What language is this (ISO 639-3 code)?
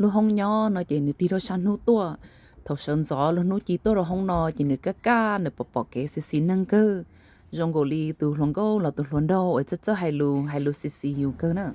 hmn